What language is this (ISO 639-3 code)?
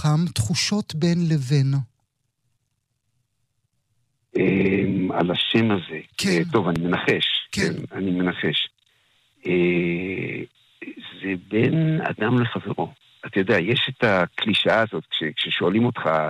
heb